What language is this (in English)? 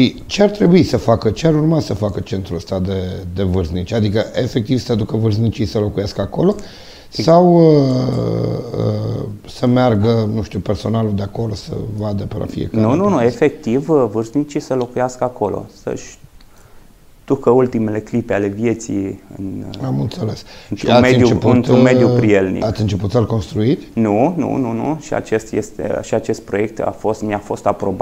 Romanian